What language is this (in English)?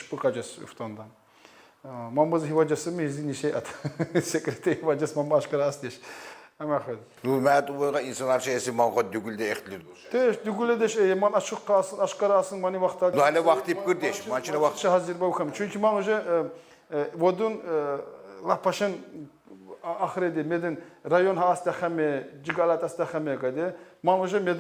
Tsakhur